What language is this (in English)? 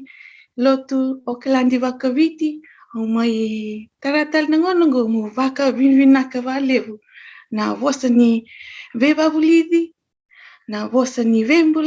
Fijian